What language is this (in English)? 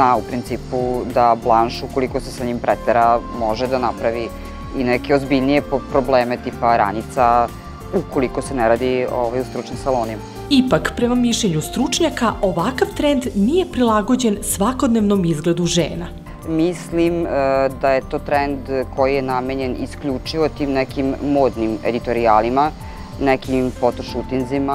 Serbian